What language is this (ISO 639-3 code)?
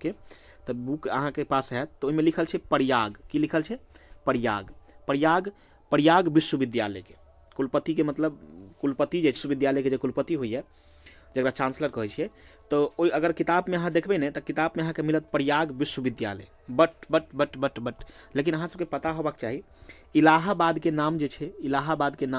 mai